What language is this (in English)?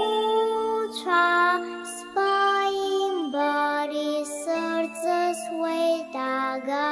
Abkhazian